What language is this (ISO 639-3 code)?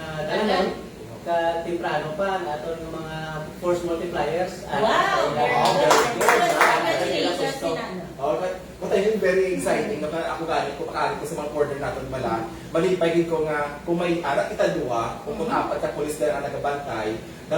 hil